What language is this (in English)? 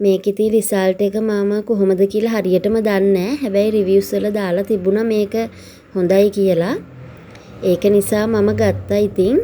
Sinhala